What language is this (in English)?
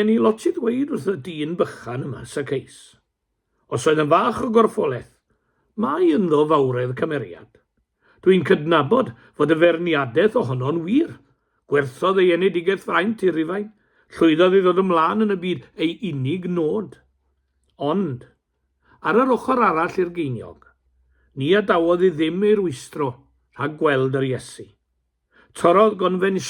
Welsh